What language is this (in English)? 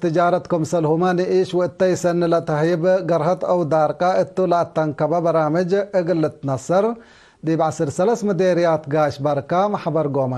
Tigre